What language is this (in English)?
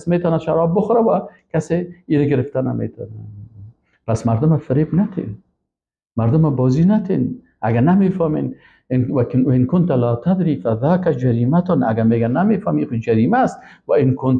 Persian